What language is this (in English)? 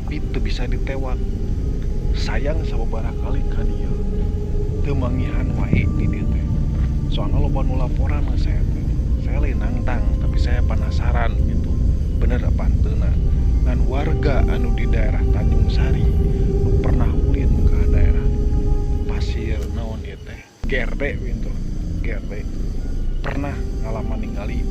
Sundanese